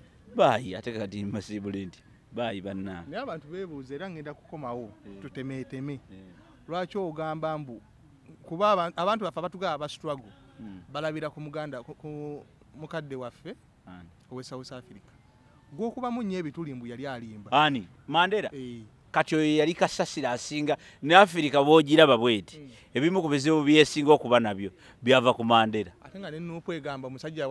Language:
Ganda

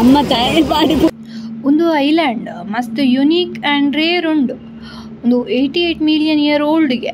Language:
Tulu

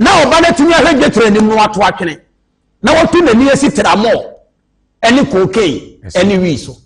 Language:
Akan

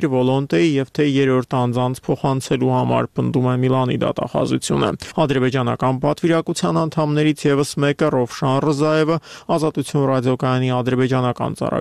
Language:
Armenian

